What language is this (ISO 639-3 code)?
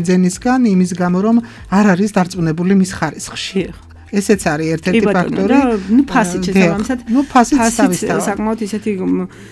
kat